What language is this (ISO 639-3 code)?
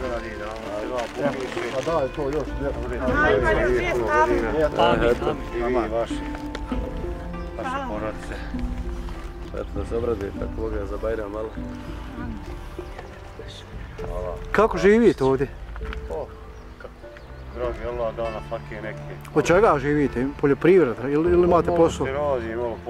bos